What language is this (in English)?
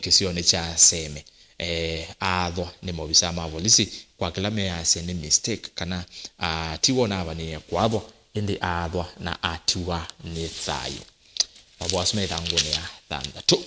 Kamba